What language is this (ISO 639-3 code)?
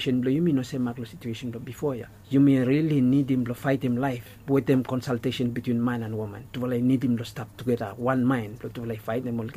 bis